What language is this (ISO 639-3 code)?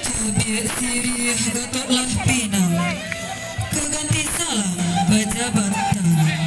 min